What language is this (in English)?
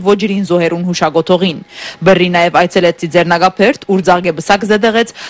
Western Armenian